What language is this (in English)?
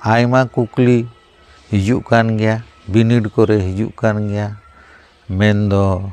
Santali